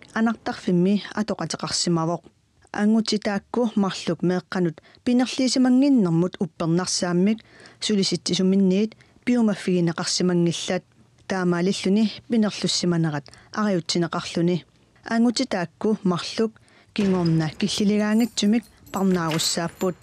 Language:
Kalaallisut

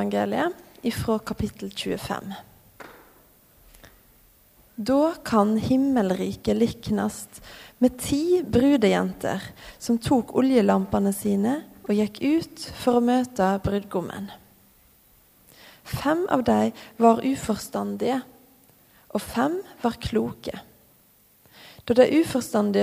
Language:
Norwegian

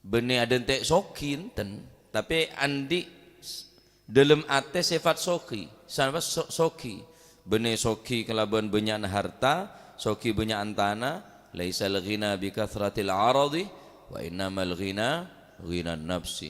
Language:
Madurese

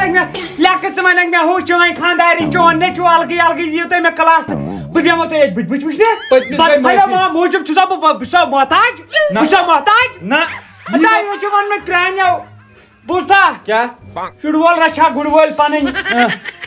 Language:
Kashmiri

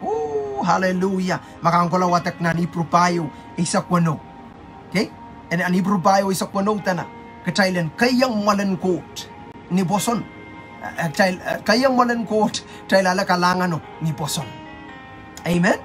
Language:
Pohnpeian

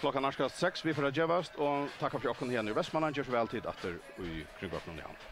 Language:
Faroese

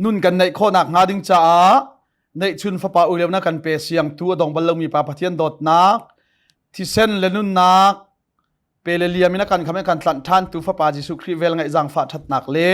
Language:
Hakha Chin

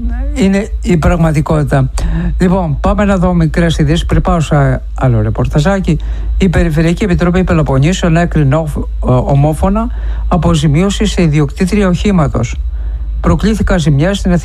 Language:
Greek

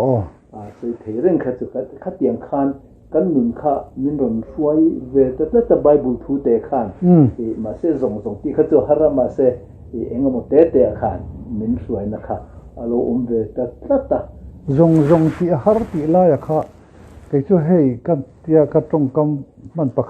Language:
Mizo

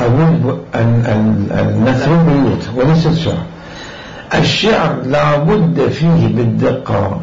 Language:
Mesopotamian Arabic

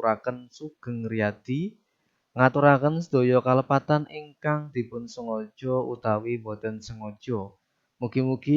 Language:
Javanese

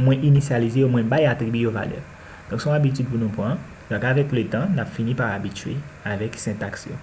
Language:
Haitian Creole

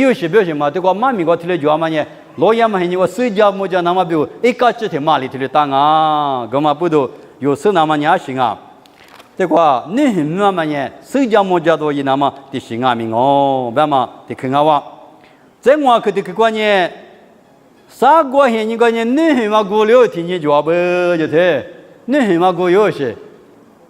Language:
Lisu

